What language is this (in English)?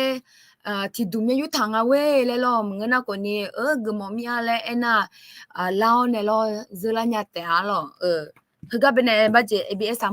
Akha